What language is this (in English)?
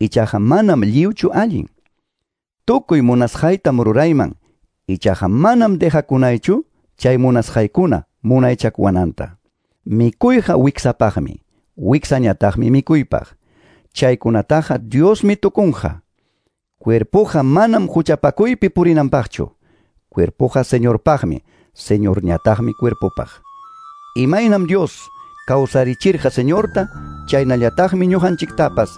Quechua